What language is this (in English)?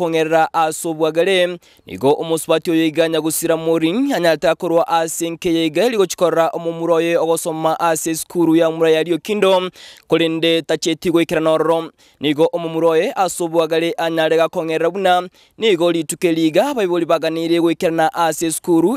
Gusii